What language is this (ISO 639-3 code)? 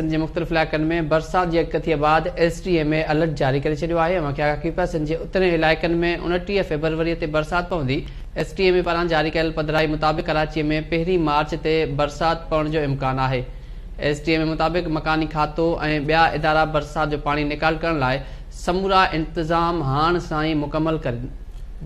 snd